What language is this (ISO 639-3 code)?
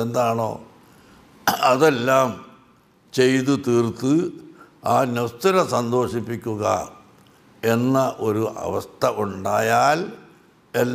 mal